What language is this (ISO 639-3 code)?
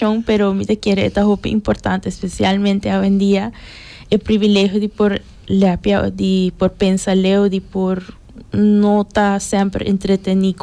pap